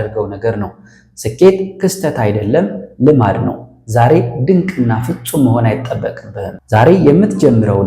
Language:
Amharic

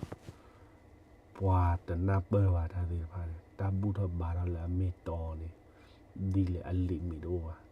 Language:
S'gaw Karen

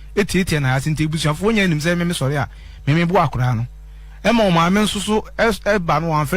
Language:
Akan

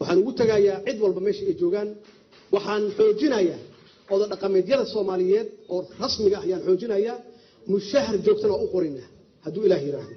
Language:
Somali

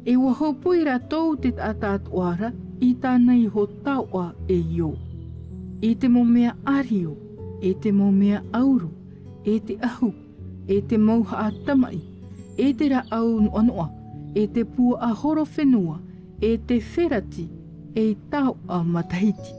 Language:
Tahitian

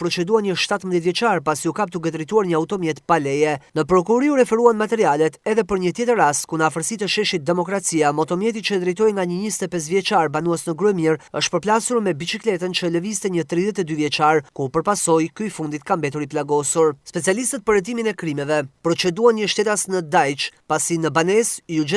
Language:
Albanian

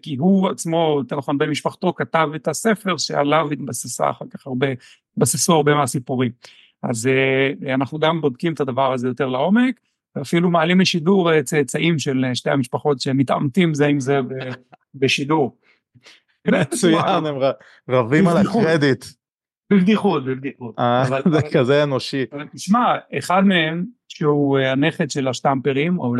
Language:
Hebrew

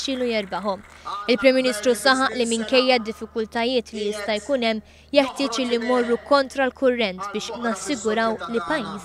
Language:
Maltese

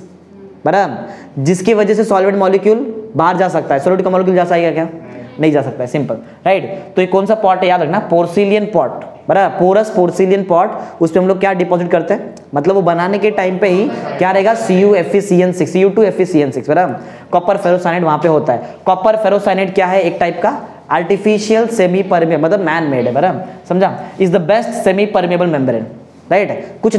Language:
Hindi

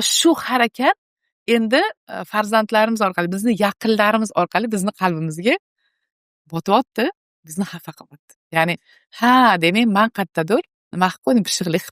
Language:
Uzbek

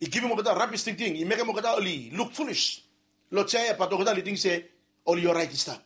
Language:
Bislama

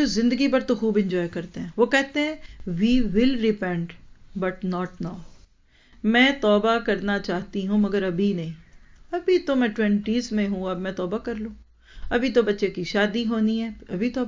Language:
Urdu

